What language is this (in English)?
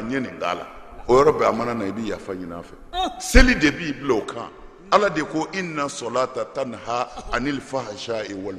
Bambara